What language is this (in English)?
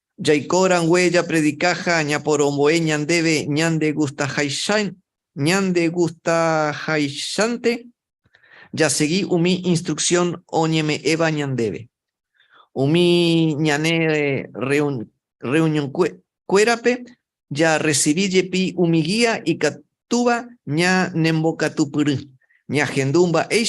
Guarani